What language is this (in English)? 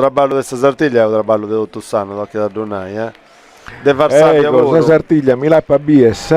Sardinian